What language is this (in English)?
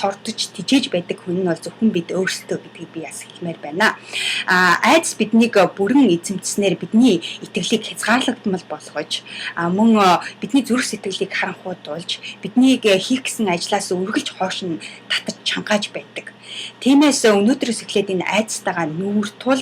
Mongolian